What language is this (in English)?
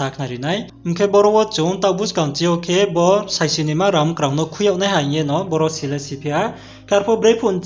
Riang (India)